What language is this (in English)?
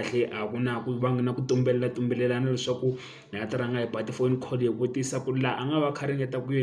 Tsonga